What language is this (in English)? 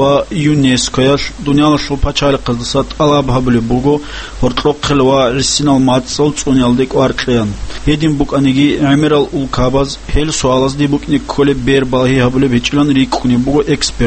Avaric